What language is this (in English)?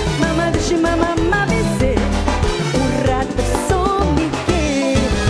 Papiamento